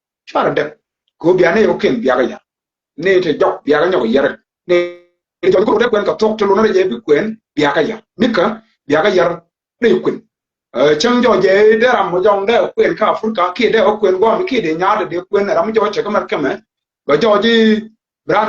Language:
Nuer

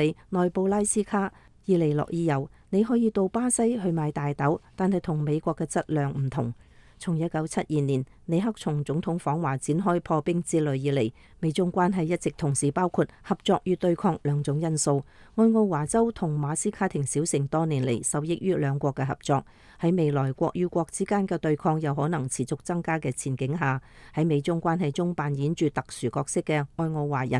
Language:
Cantonese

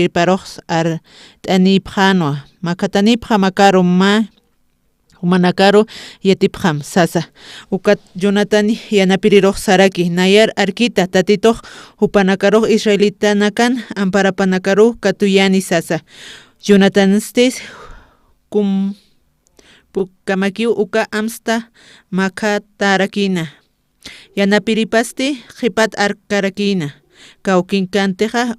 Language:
Aymara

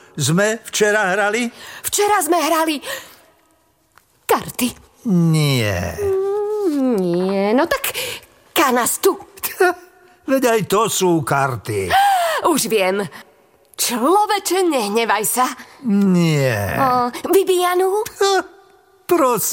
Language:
Slovak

